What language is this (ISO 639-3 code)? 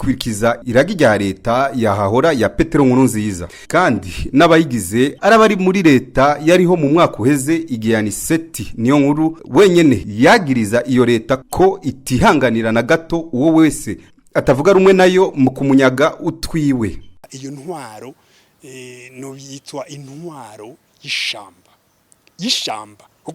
run